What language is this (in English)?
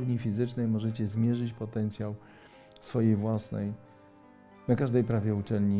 Polish